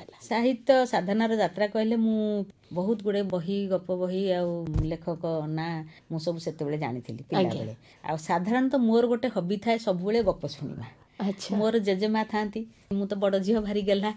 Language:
Odia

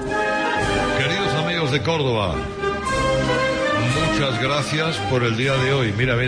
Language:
Spanish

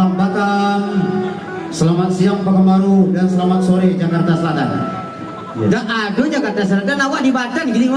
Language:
Minangkabau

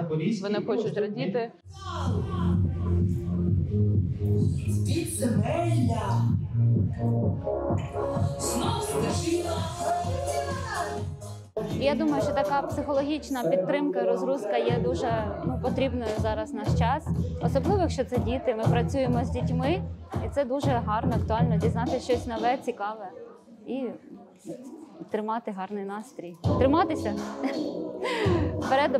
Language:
Ukrainian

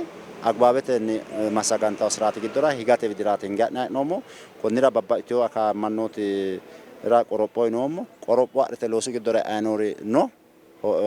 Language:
Sidamo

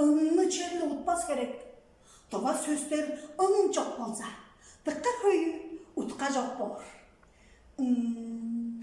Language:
Tuvinian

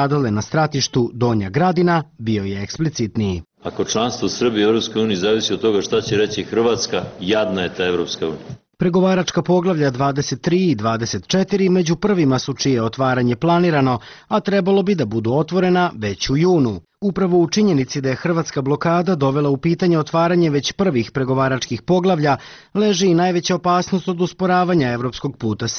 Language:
Bosnian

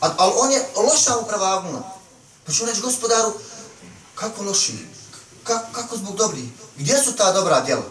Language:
Bosnian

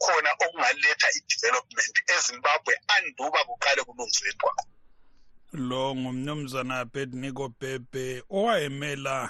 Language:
North Ndebele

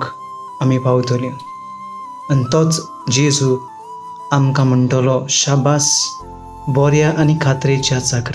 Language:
Konkani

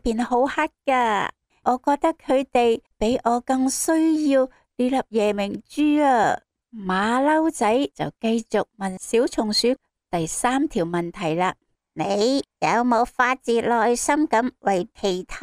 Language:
Cantonese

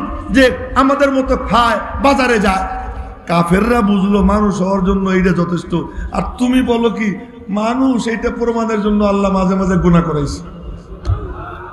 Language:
Bangla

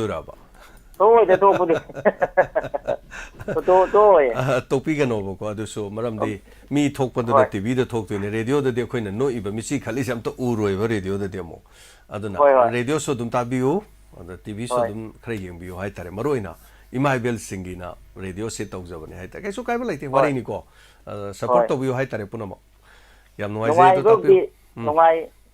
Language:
Manipuri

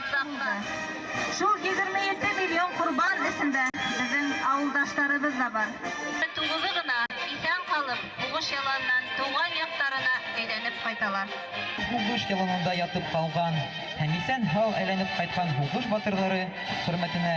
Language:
Bashkir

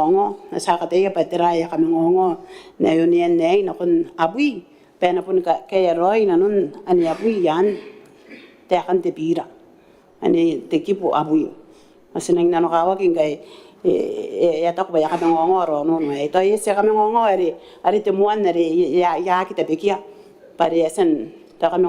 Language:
Gilbertese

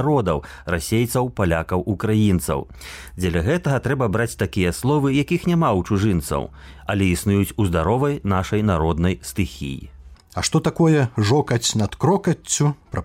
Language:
Belarusian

